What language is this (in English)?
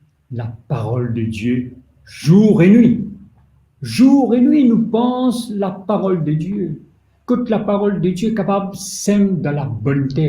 Morisyen